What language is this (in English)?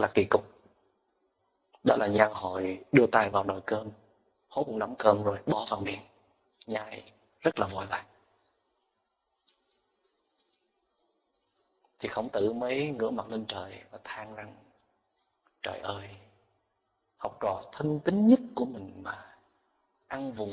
Vietnamese